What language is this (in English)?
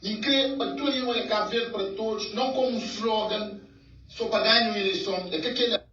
Kabuverdianu